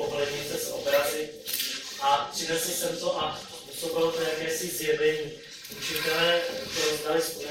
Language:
Czech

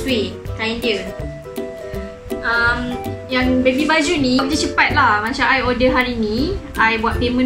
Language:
Malay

